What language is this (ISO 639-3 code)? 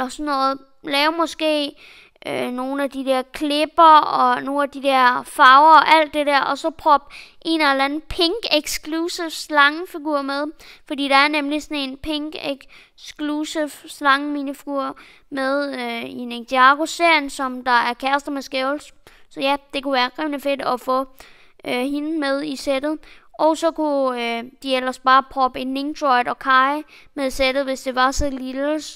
dan